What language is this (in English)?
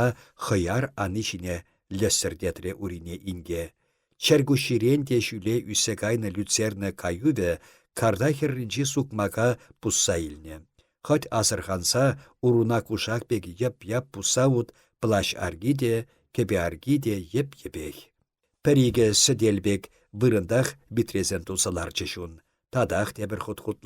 Chuvash